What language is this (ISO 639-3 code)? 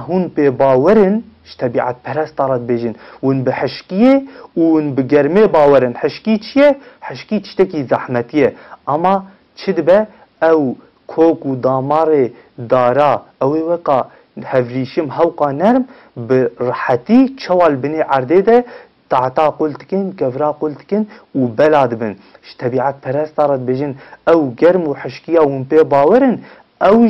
kur